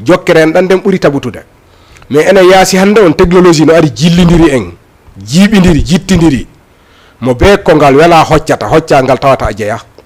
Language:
Fula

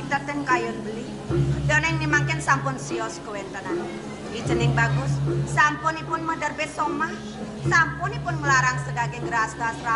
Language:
Balinese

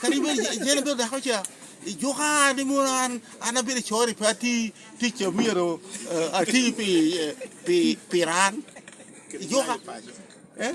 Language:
Lango (Uganda)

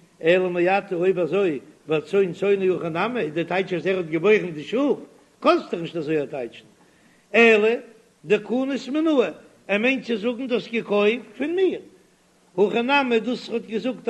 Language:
Yiddish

